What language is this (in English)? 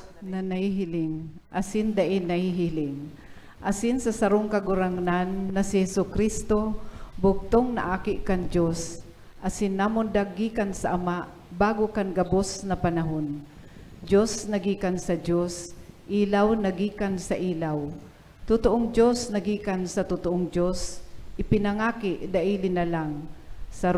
Bikol